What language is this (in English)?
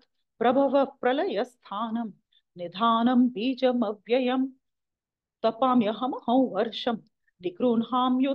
Sanskrit